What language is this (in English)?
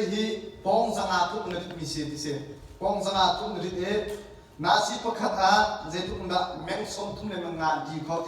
Hakha Chin